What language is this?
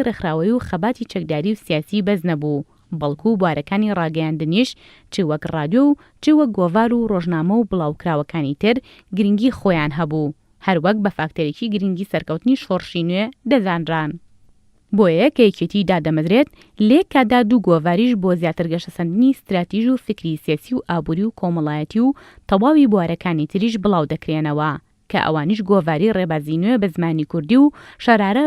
Central Kurdish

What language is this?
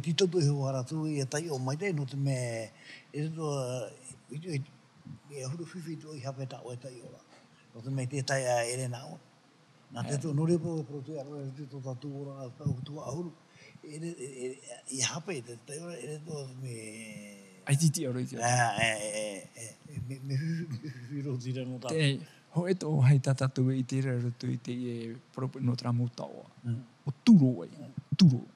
Tahitian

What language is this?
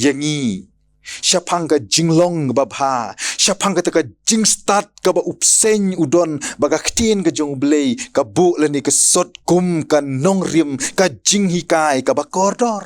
Khasi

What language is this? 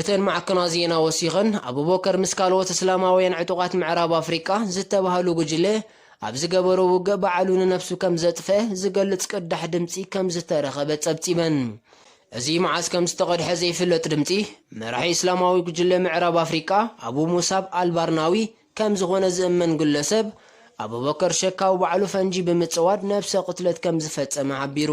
Tigrinya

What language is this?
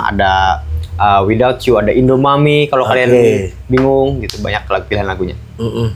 Banjar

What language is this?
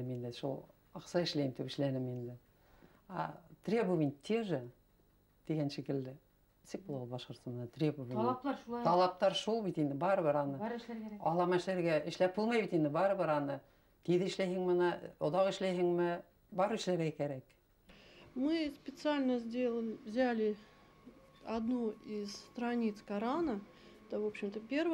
Bashkir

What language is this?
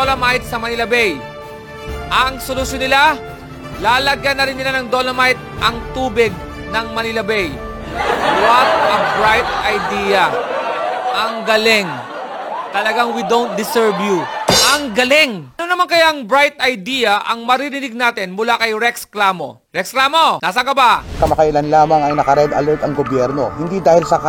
Filipino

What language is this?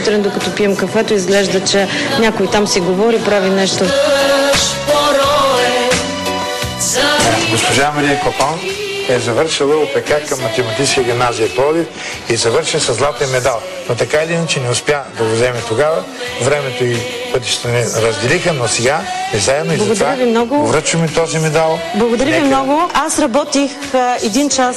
Bulgarian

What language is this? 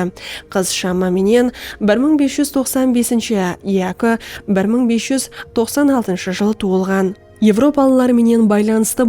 Kara-Kalpak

